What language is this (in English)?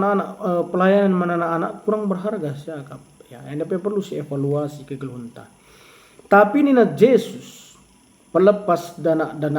Batak Karo